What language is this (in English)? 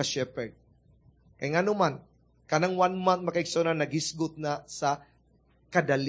Cebuano